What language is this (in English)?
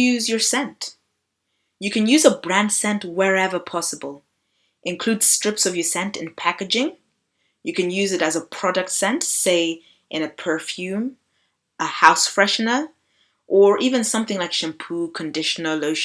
English